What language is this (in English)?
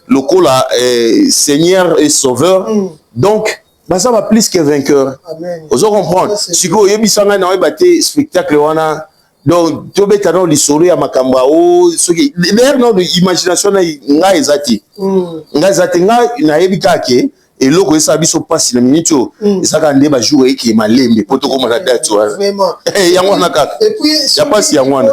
Lingala